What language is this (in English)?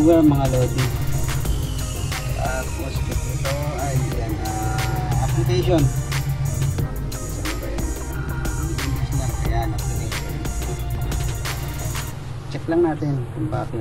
Filipino